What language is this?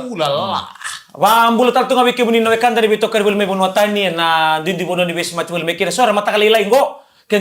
Fijian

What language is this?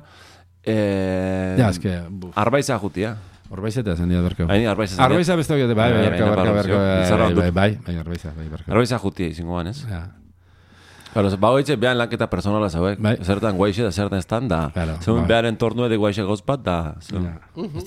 Basque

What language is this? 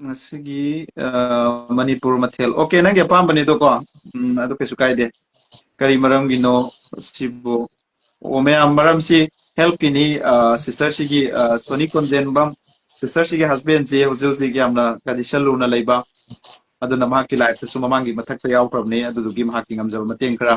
Manipuri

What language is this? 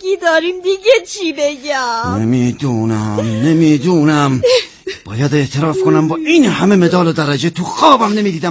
Persian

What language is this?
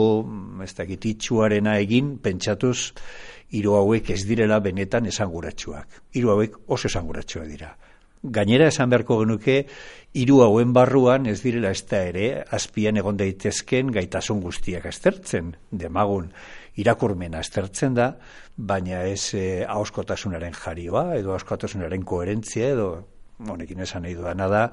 Basque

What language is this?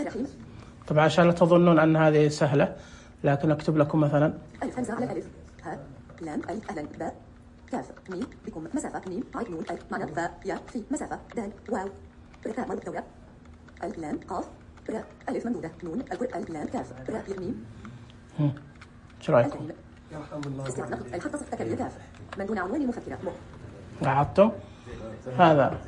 Najdi Arabic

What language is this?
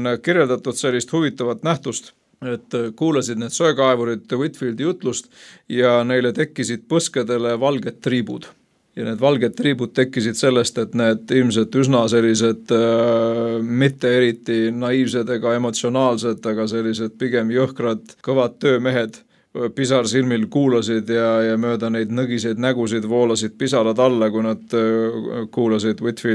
Estonian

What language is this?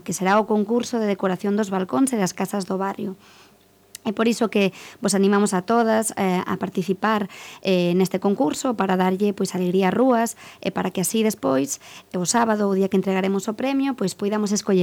Galician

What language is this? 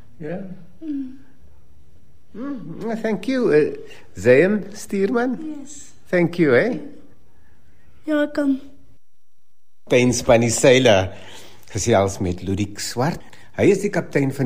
Afrikaans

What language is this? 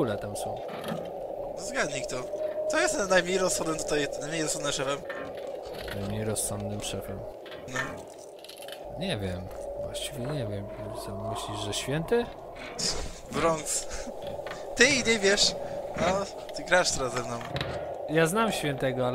Polish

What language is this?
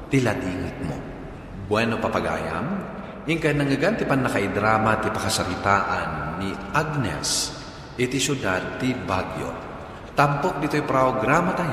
Iloko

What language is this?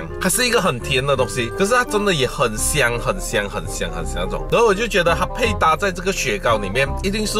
Chinese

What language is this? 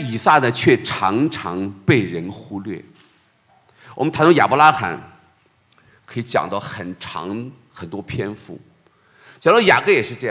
Chinese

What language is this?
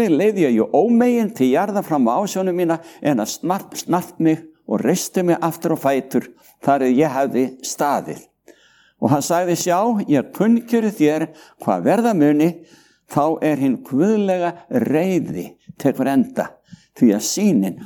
Icelandic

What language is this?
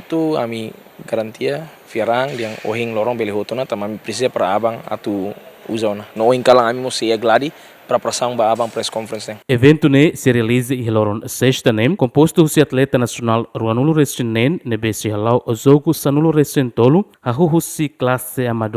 Tetum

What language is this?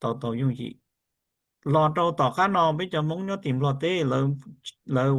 Hmong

